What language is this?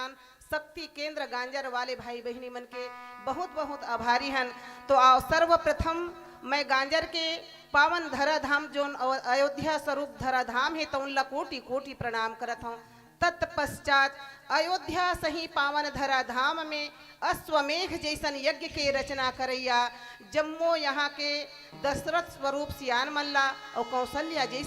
Chhattisgarhi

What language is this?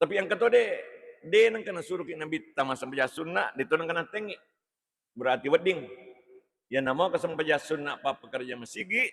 Buginese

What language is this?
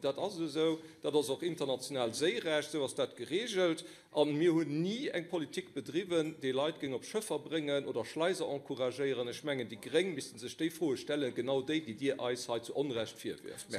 Luxembourgish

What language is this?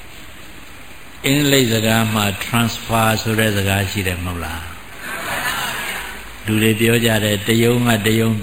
Burmese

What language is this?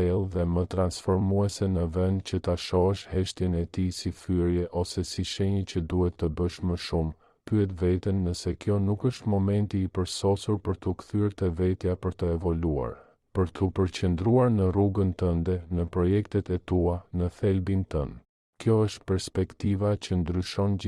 Albanian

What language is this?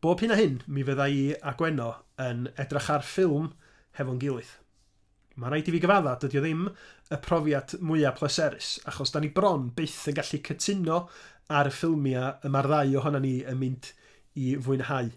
Welsh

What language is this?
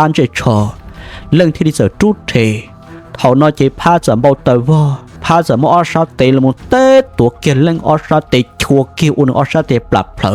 Hmong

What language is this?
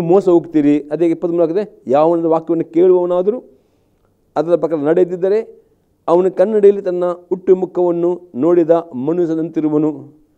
Kannada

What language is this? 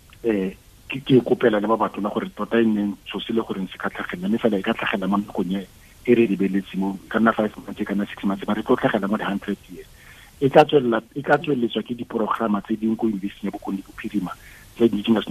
Tswana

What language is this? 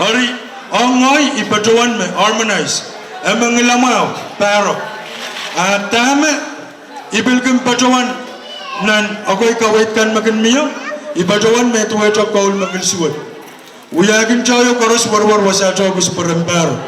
Pohnpeian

